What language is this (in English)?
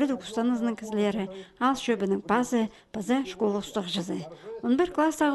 Khakas